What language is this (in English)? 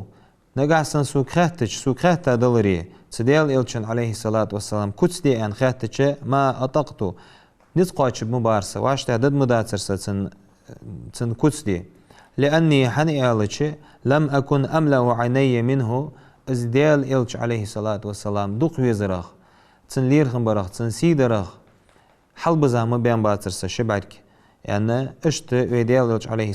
Ingush